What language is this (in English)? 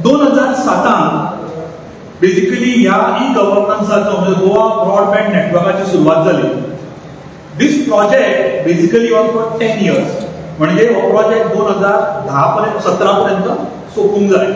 Konkani